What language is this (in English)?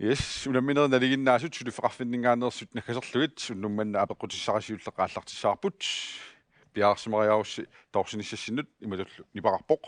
Kalaallisut